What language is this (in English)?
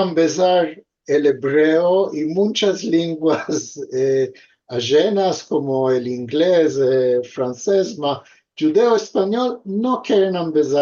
Ladino